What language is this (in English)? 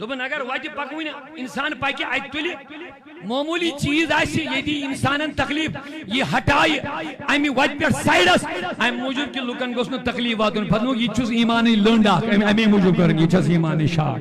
Kashmiri